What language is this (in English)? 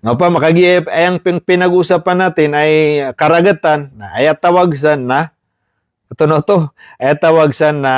Maranao